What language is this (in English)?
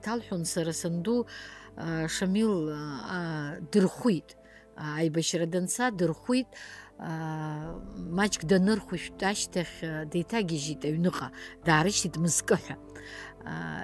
Abkhazian